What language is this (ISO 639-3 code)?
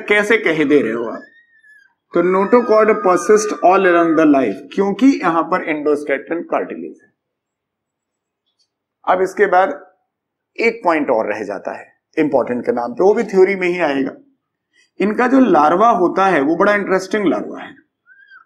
hin